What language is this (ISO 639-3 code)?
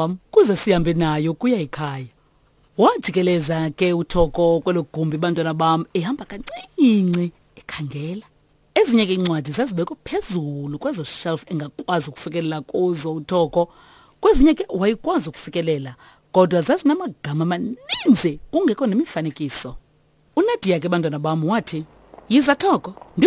xho